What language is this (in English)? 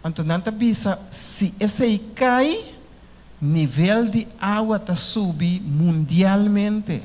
Papiamento